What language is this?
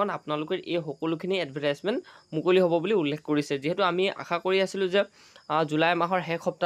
Assamese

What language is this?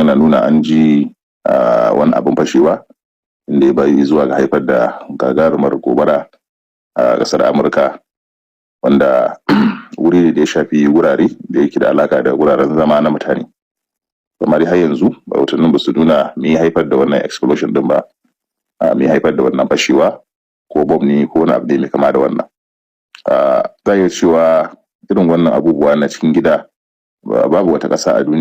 Hausa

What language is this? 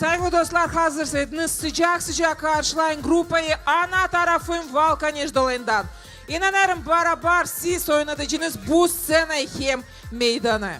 Gagauz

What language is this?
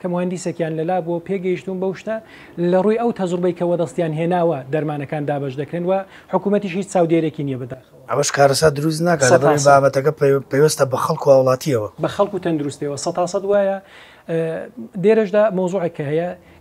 Central Kurdish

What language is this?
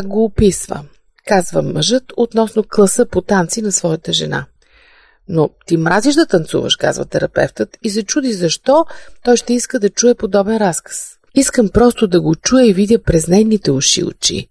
Bulgarian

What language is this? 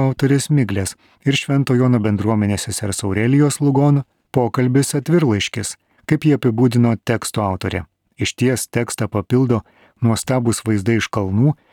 Lithuanian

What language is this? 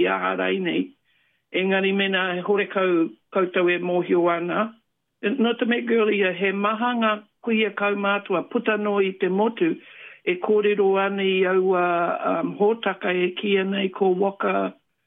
Māori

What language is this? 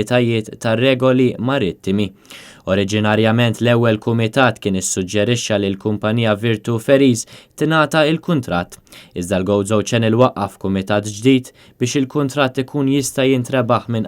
Maltese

